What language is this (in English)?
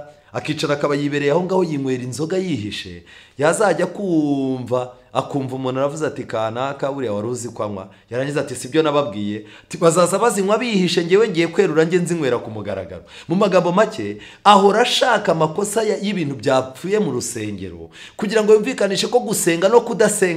Kinyarwanda